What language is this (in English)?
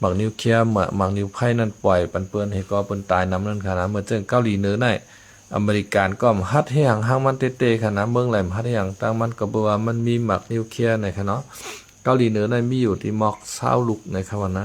Shan